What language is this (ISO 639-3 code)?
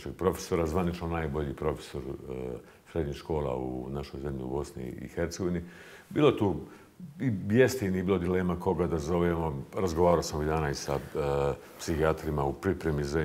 bos